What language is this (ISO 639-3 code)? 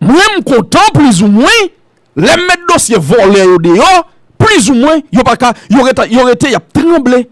hat